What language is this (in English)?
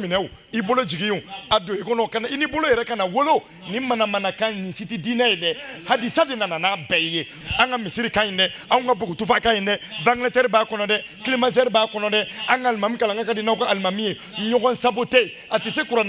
Bambara